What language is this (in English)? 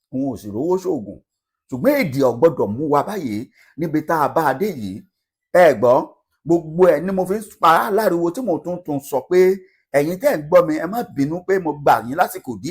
Yoruba